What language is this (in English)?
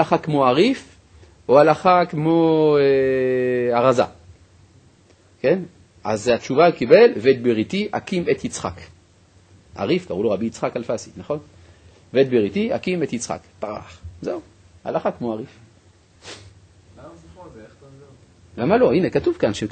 Hebrew